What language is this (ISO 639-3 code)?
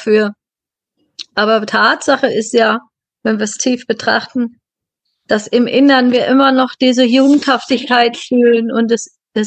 deu